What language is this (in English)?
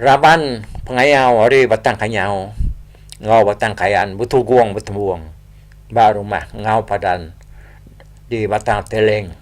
Iban